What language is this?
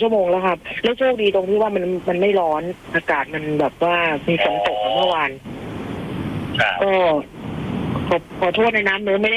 Thai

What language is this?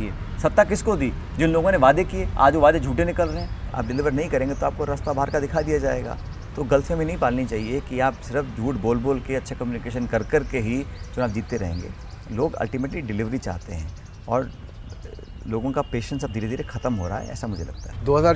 Hindi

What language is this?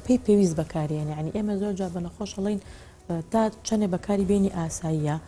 Central Kurdish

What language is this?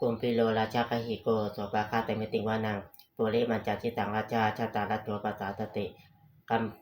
Pali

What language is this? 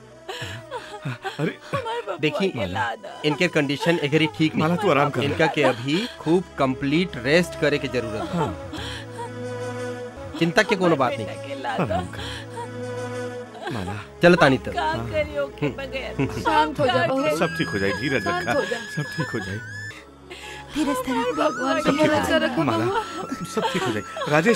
Bhojpuri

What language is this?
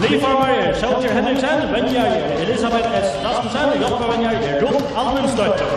Faroese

